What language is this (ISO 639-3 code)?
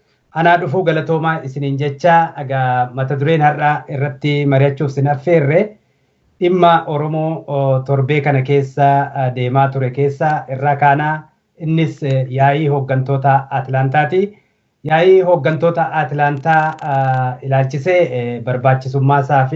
orm